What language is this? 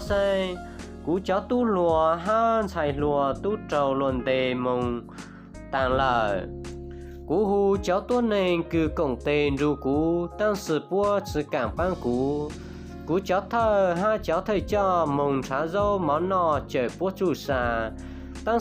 Hmong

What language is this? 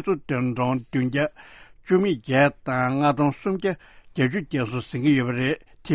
Tibetan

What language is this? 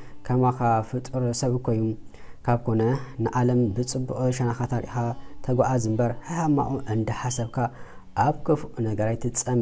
Tigrinya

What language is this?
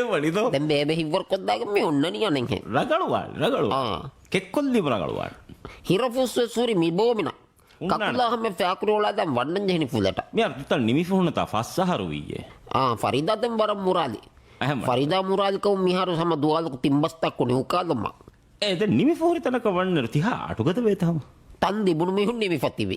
Divehi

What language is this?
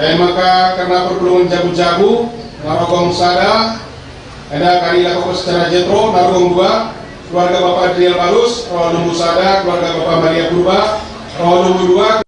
Batak Karo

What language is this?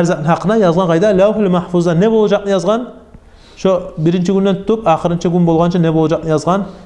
Kumyk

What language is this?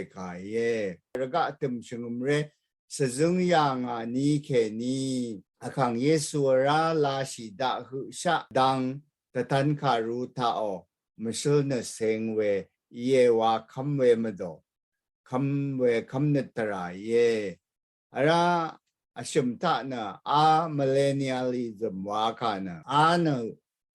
Rawang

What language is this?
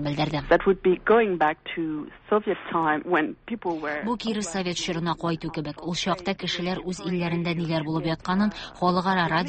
Tatar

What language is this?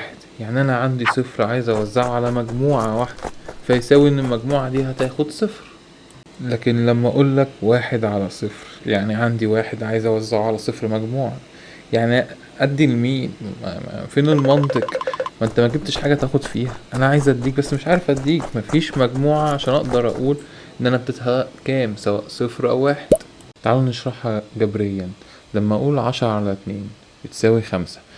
Egyptian Arabic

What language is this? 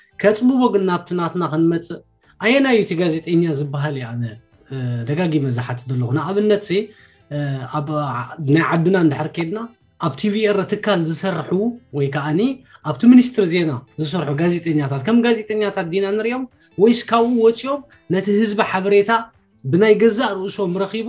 Tigrinya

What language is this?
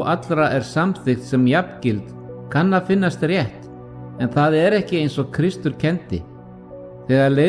Icelandic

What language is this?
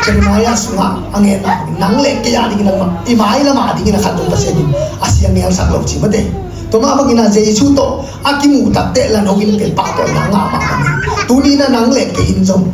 Tedim Chin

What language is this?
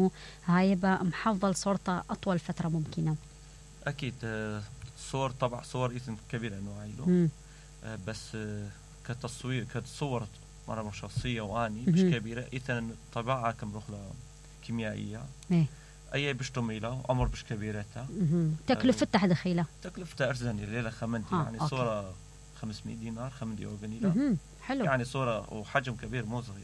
Mesopotamian Arabic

